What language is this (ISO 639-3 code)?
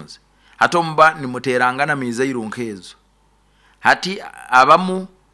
nyo